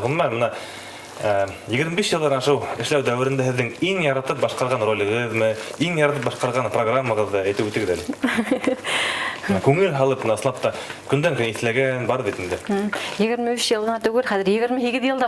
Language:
Bashkir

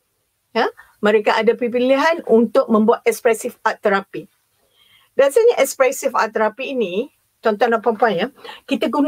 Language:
Malay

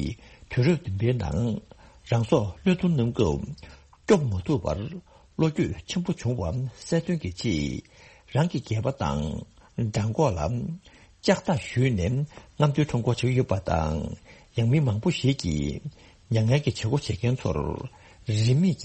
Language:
Tibetan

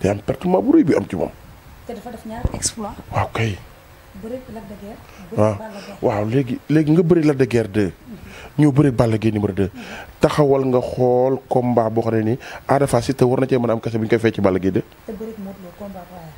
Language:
Wolof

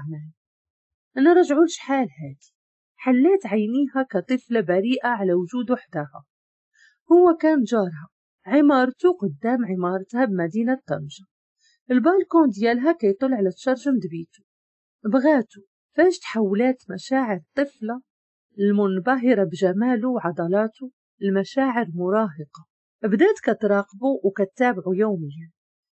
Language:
Moroccan Arabic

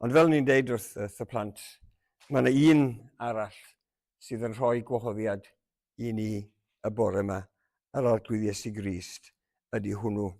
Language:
Welsh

